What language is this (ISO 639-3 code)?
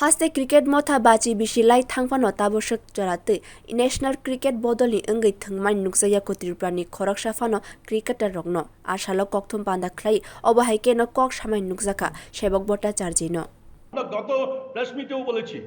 trp